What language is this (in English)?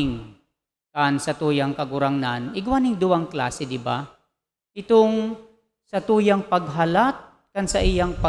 Bikol